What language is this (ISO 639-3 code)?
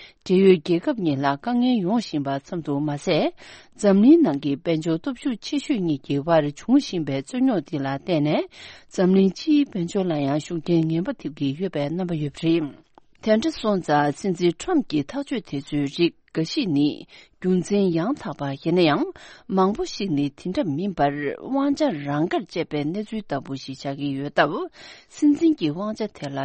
bod